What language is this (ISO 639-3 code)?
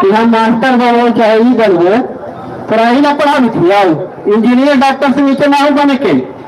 mag